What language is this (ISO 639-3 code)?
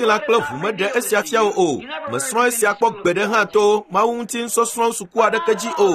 ewe